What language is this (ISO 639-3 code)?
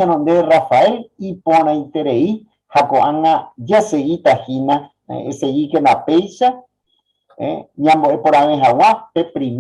grn